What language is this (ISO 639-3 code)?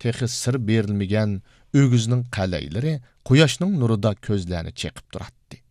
uig